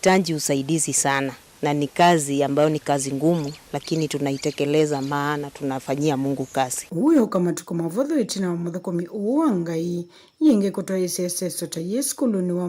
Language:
Kamba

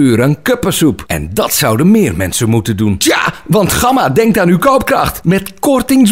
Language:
Dutch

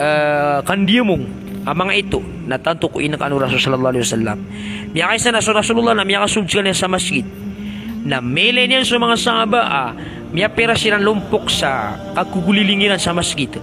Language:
Maranao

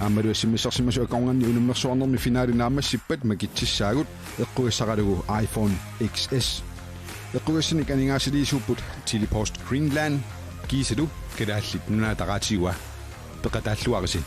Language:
Kalaallisut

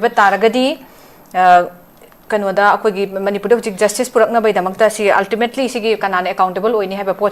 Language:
Manipuri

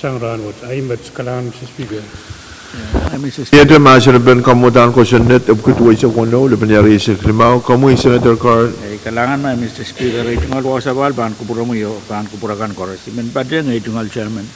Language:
Pohnpeian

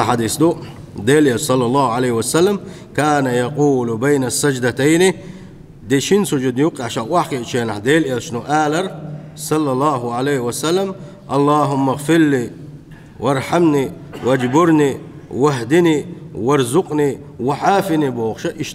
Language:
Chechen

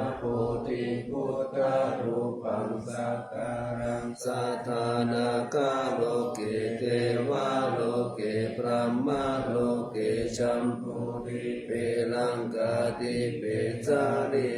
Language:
Pali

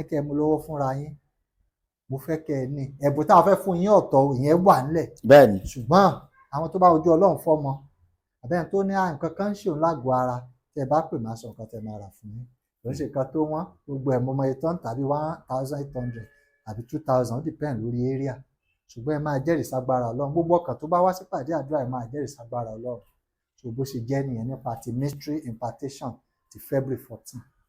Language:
Yoruba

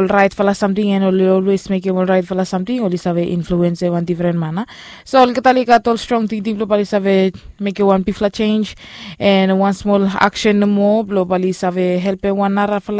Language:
Bislama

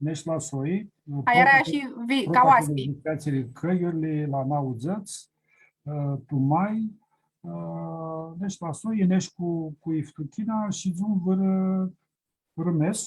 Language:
Aromanian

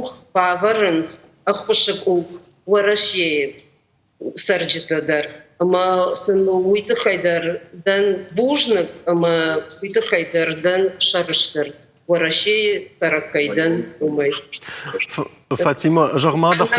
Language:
Ossetic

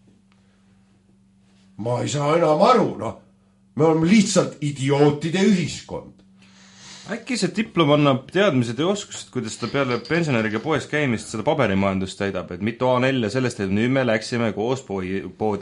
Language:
Estonian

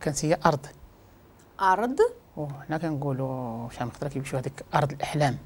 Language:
Moroccan Arabic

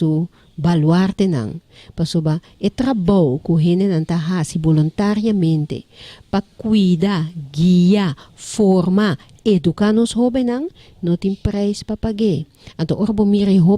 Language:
Papiamento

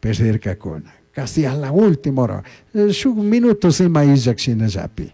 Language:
Chimborazo Highland Quichua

